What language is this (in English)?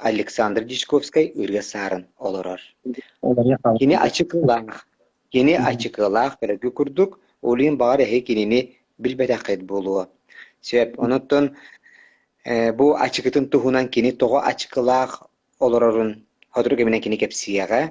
Yakut